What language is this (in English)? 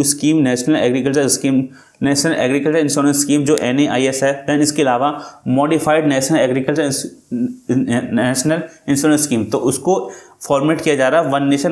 Hindi